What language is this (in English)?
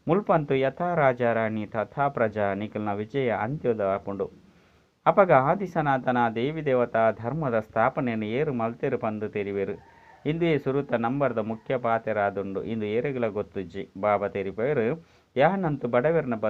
Tulu